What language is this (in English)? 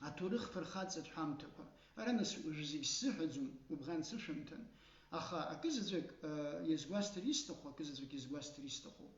Abkhazian